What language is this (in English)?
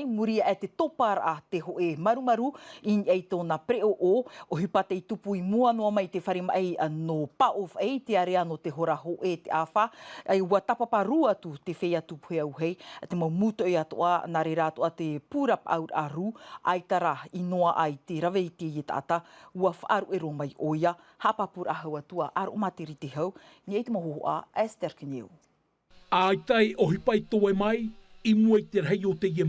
Tahitian